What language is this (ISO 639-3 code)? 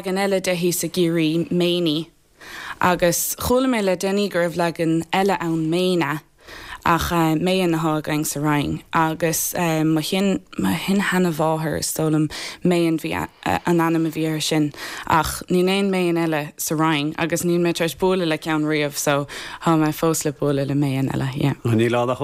gle